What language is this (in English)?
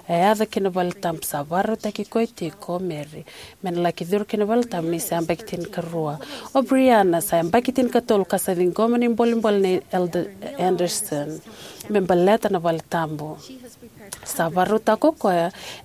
Fijian